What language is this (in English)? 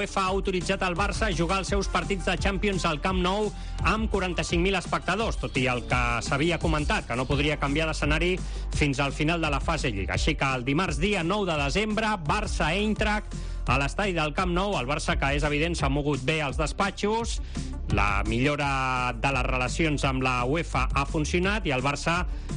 Catalan